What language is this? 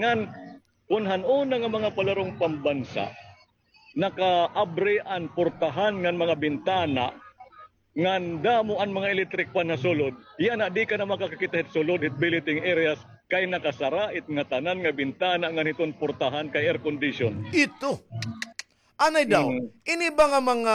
Waray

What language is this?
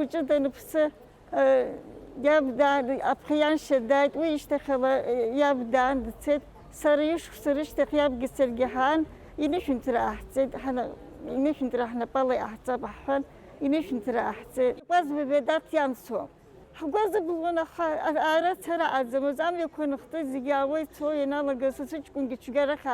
Abkhazian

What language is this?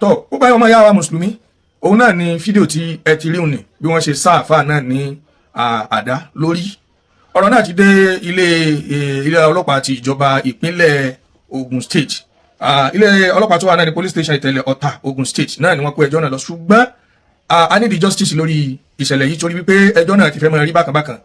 Yoruba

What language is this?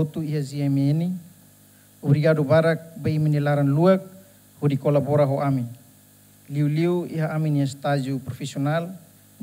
Tetum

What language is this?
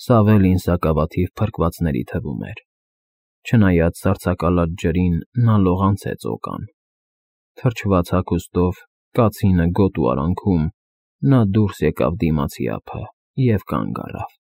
Armenian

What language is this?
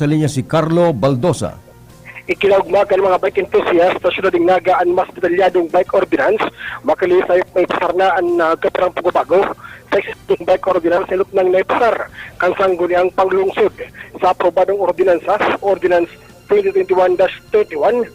Bikol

